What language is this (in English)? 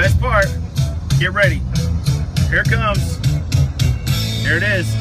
English